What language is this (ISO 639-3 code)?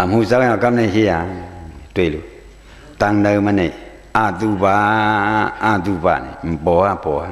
shn